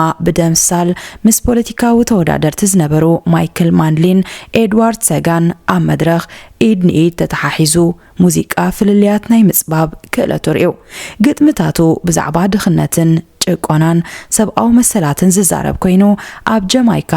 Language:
Tigrinya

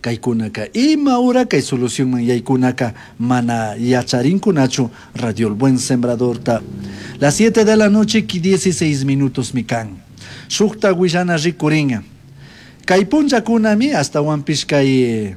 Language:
Chimborazo Highland Quichua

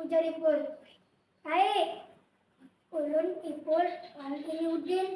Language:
Banjar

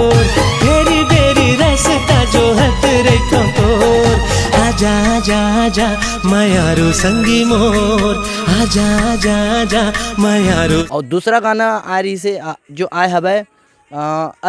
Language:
Chhattisgarhi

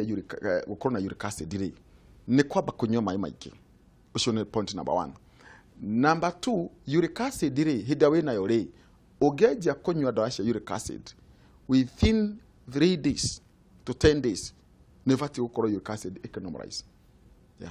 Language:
Kikuyu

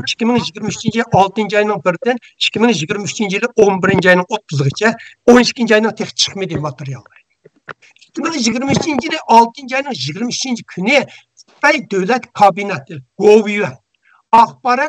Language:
Uyghur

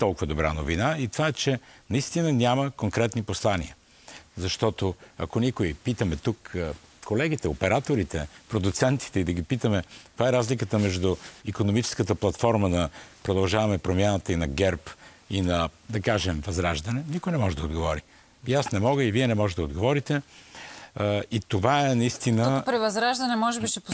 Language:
Bulgarian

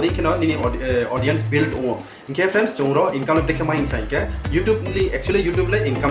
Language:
Riang (India)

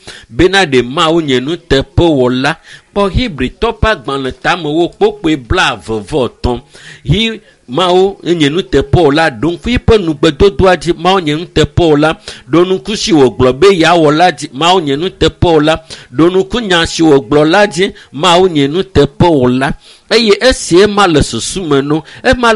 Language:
Ewe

